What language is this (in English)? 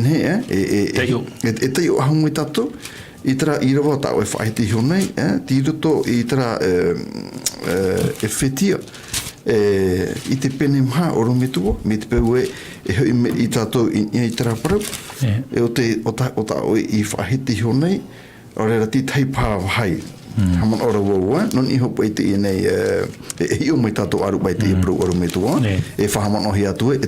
Tahitian